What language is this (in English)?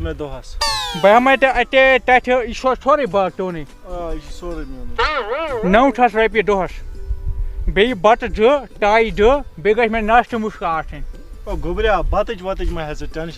Kashmiri